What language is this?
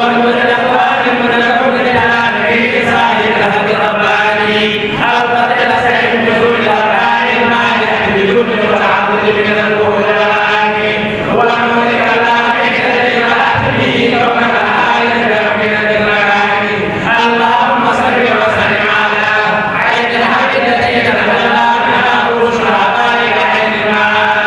Fula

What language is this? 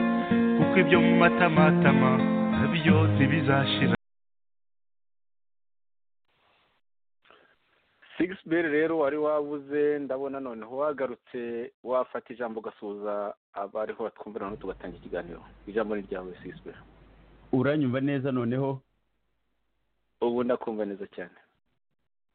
Kinyarwanda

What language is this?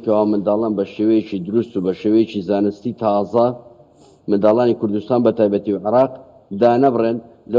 Central Kurdish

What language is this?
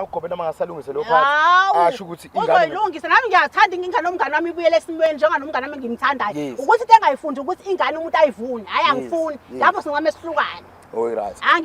Zulu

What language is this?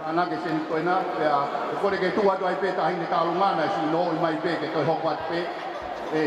Tongan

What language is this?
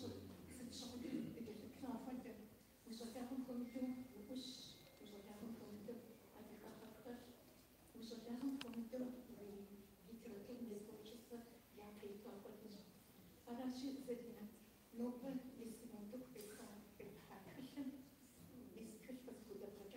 Kabardian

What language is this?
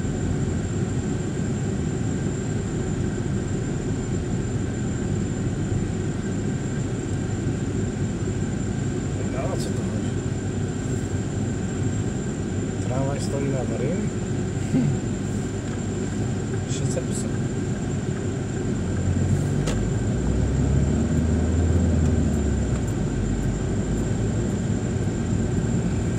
Polish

